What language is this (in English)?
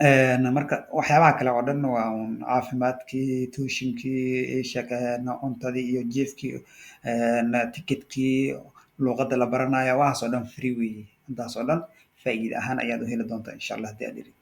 Somali